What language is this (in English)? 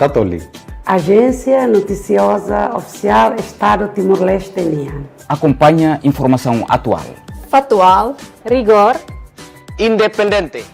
Tetum